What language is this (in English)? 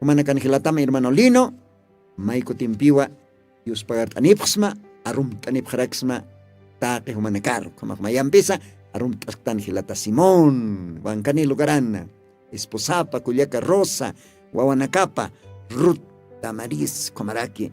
Aymara